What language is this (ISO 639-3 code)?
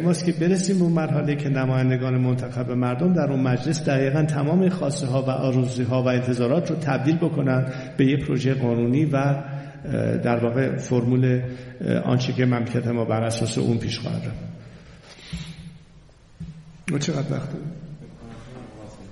fas